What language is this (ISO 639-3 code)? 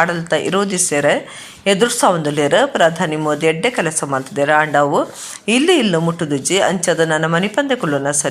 tcy